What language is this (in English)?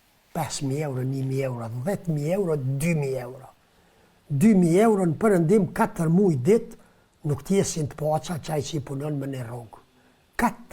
Albanian